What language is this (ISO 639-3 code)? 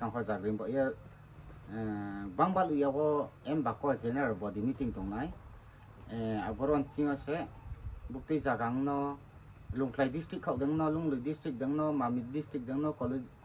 ria